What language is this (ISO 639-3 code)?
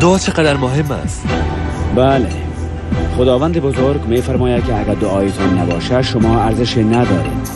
fas